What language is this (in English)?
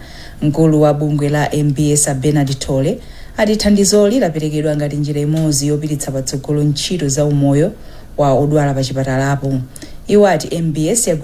Nyanja